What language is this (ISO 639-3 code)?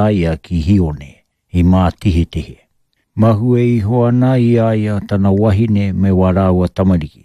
mri